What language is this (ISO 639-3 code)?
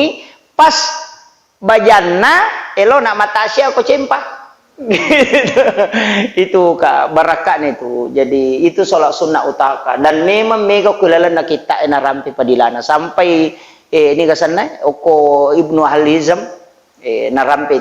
bug